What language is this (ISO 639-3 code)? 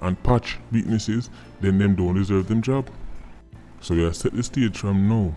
jam